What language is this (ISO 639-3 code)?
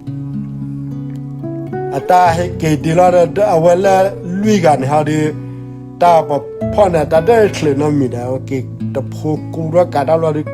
ksw